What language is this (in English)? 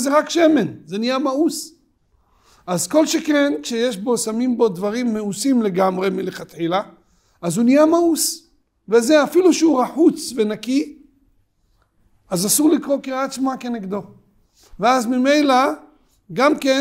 Hebrew